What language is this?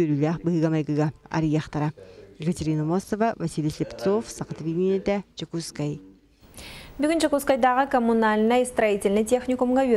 Yakut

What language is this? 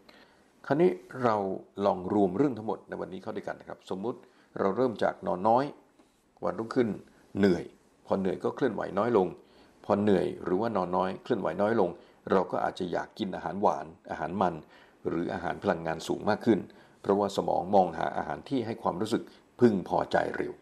Thai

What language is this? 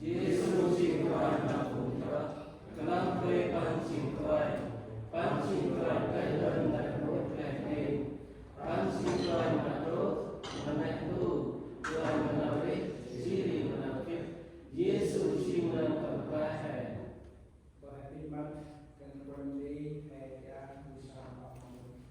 Central Mnong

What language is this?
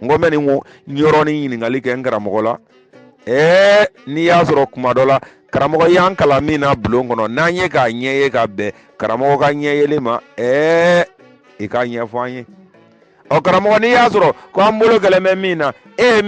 Bambara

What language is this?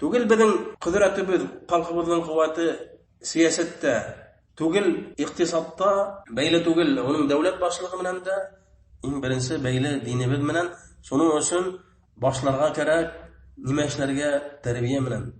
Bashkir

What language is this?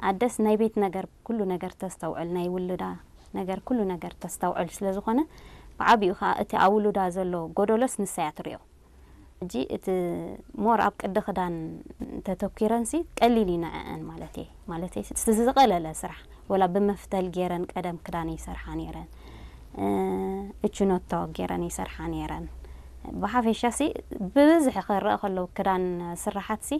Tigrinya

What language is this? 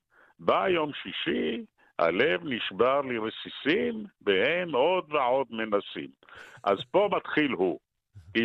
Hebrew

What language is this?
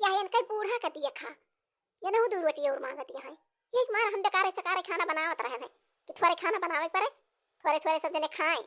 Awadhi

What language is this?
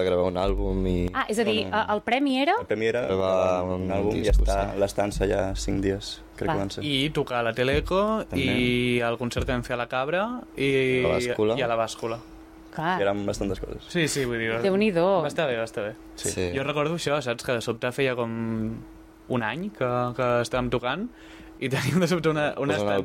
Catalan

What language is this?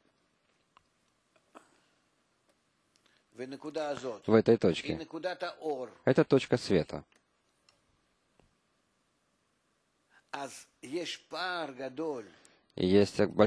Russian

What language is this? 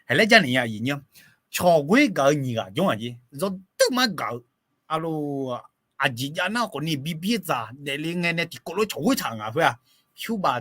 Akha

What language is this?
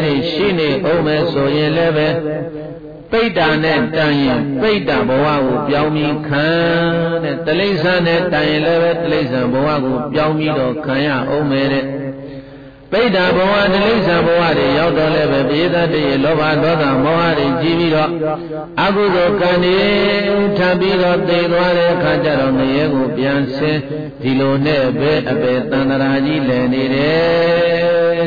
Burmese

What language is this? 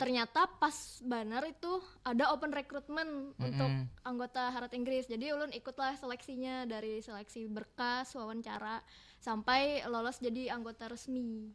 Banjar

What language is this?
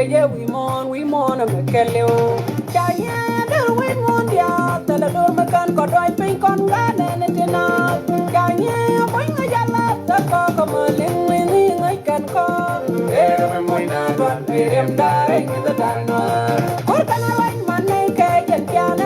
Nuer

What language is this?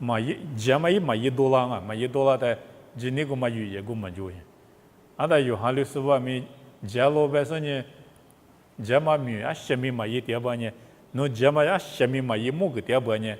Lisu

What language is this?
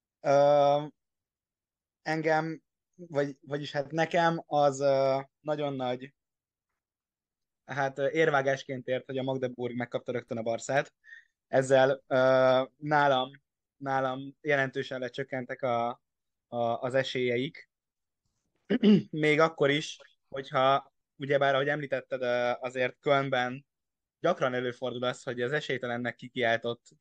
Hungarian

